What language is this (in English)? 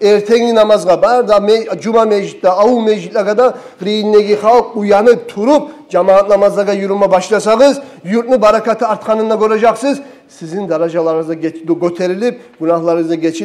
Kumyk